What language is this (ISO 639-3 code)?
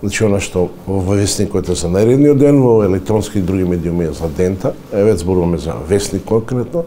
mkd